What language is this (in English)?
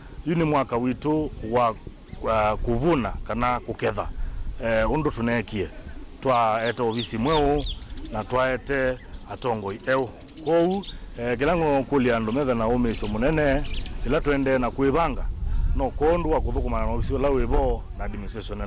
Kamba